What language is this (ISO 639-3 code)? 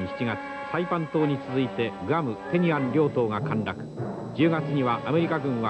jpn